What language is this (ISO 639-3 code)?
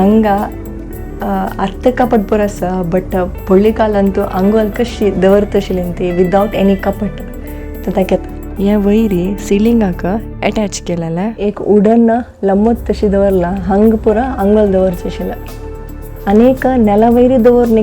kok